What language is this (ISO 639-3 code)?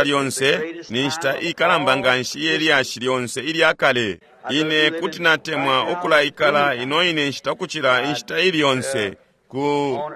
bem